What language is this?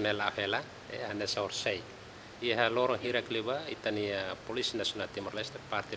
Tetum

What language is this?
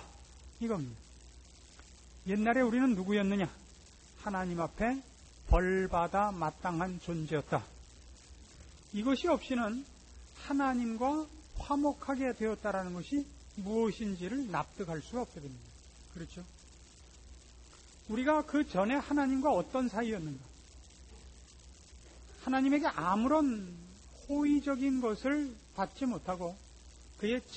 Korean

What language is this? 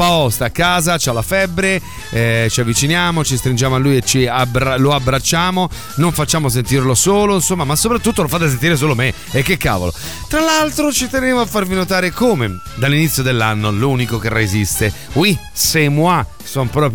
Italian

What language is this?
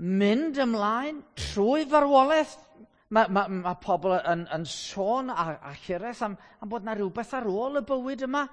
Welsh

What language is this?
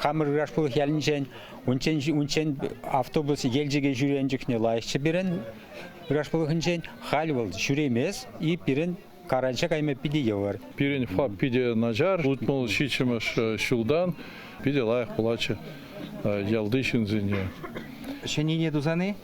Chuvash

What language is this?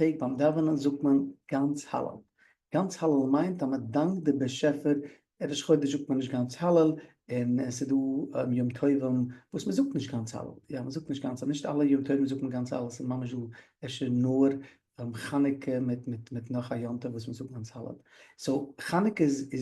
Yiddish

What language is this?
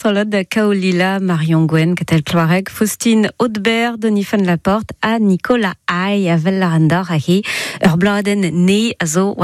Breton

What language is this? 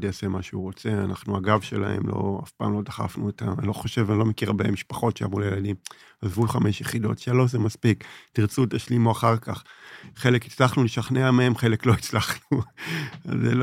Hebrew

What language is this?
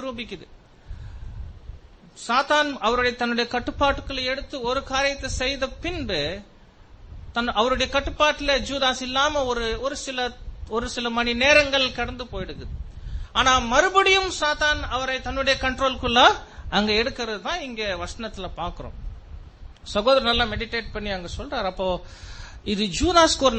Tamil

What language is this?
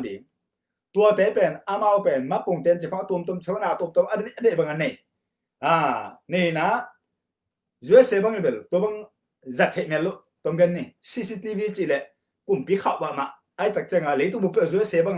Tedim Chin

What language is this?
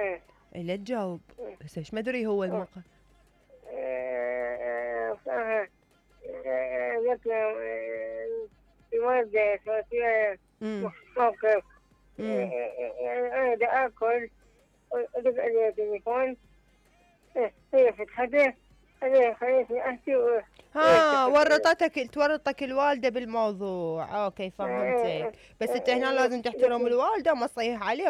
Mesopotamian Arabic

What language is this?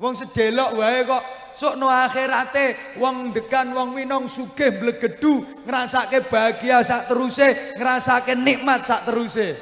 Javanese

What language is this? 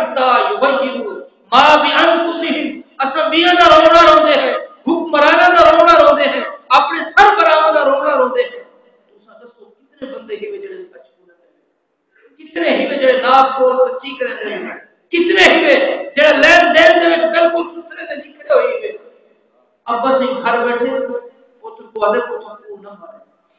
Saraiki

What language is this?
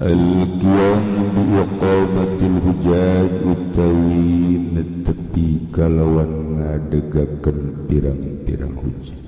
Sundanese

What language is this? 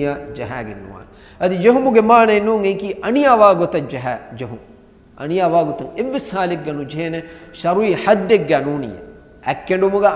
Divehi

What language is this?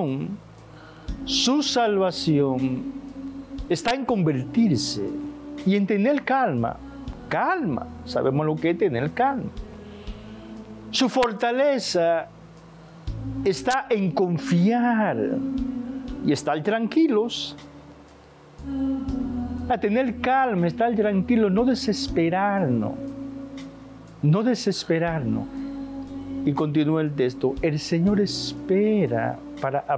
Spanish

